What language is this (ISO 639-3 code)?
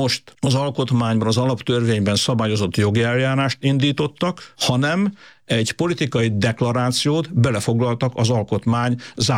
hun